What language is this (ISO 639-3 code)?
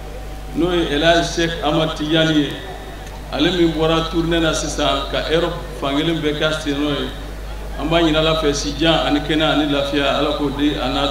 bam